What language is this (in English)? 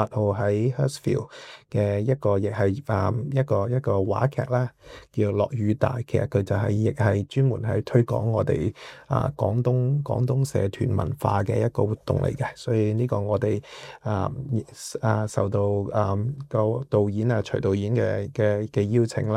Cantonese